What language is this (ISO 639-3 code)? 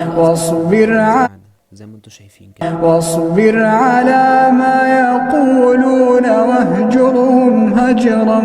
arz